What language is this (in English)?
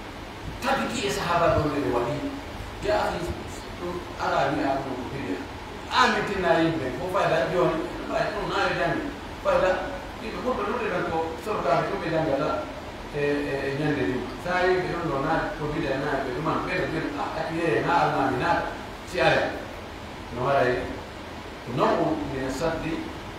Pular